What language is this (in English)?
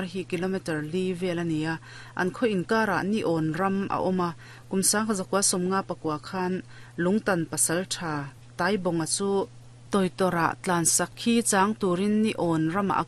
Mizo